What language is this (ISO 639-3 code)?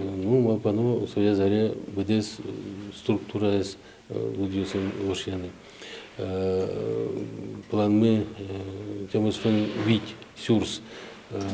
udm